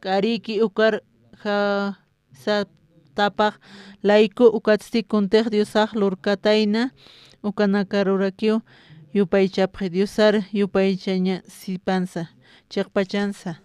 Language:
Aymara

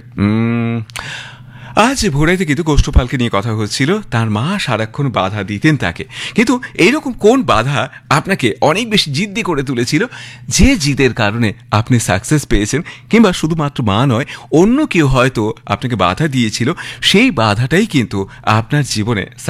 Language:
Bangla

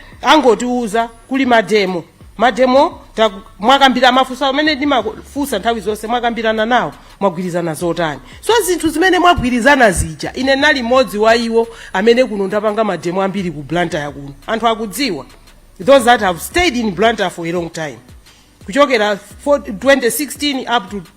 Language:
Nyanja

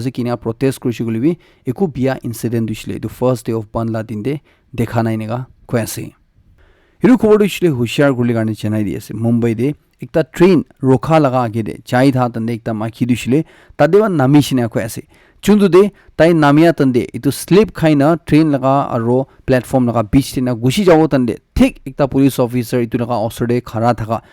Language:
Naga Pidgin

